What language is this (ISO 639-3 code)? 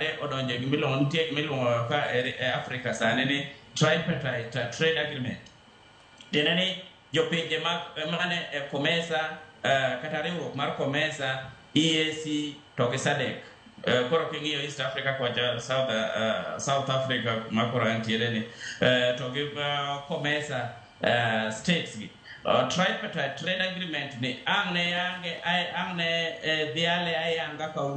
luo